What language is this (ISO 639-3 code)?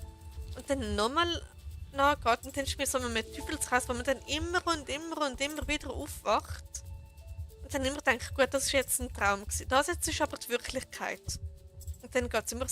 gsw